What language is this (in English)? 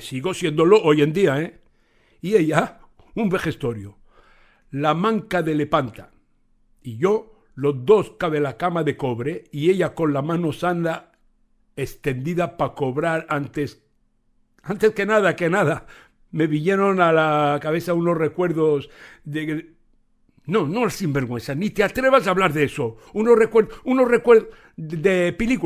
Ladino